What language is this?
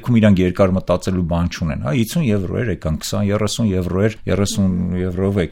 Armenian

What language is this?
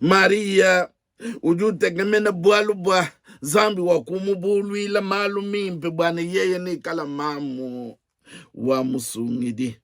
Luba-Lulua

